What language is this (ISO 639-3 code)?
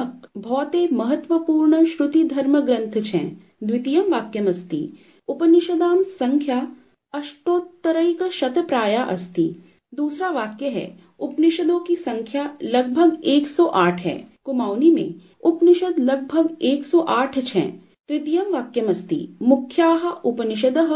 san